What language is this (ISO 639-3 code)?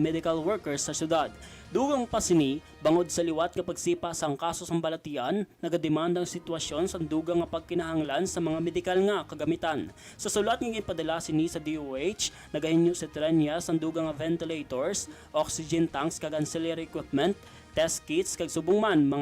hil